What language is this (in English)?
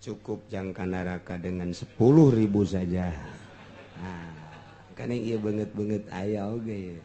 Sundanese